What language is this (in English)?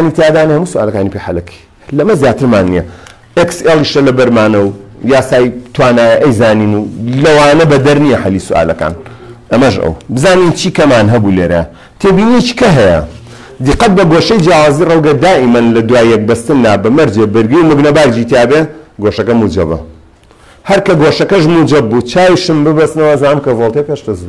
Central Kurdish